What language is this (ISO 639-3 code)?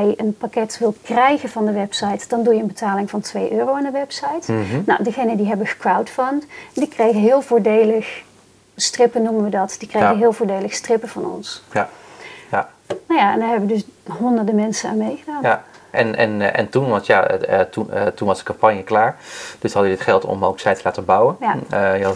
nld